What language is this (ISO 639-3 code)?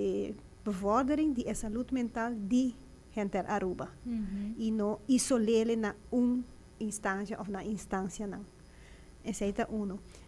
pap